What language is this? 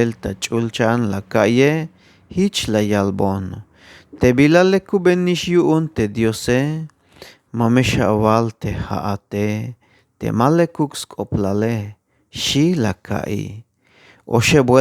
Tzeltal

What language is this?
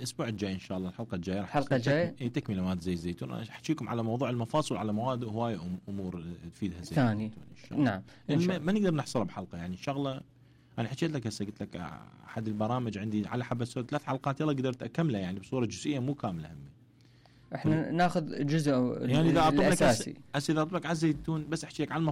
Mesopotamian Arabic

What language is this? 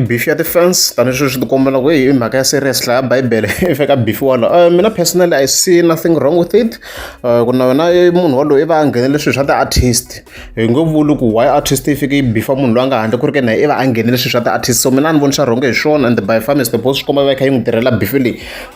Tsonga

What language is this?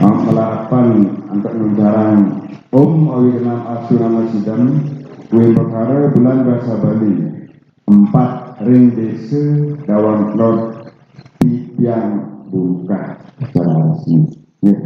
Balinese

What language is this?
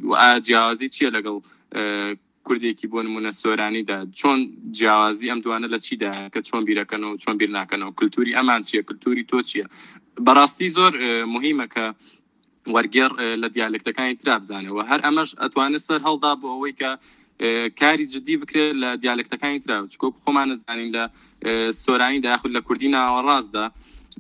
Central Kurdish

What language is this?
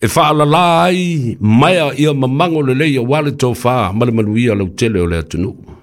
Samoan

